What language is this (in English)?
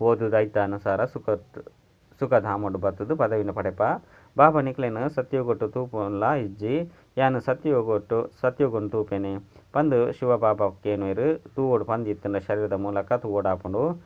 Tulu